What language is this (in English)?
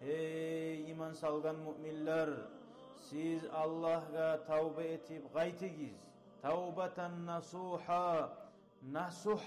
Kumyk